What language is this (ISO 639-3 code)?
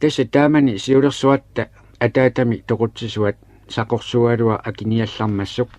kal